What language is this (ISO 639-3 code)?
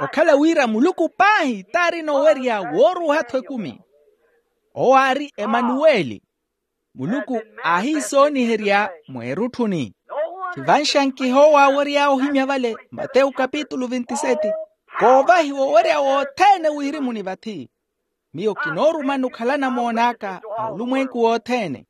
vmw